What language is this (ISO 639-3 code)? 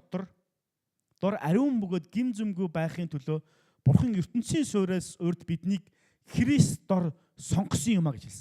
mon